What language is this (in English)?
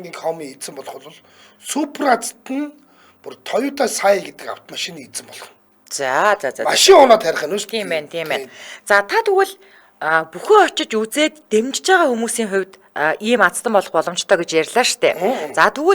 Mongolian